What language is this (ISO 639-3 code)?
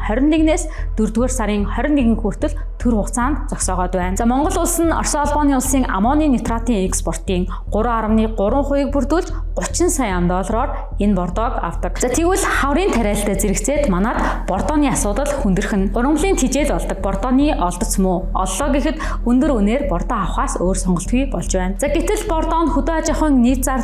mon